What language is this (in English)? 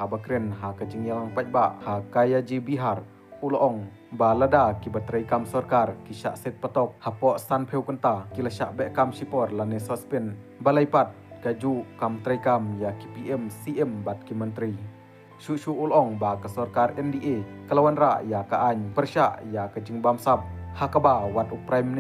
Khasi